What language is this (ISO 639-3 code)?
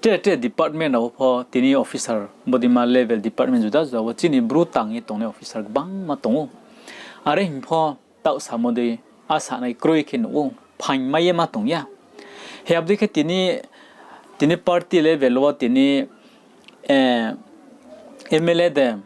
ria